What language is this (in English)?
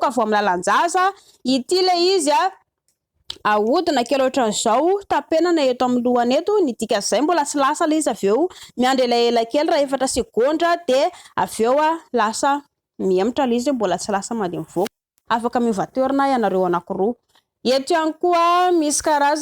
Malagasy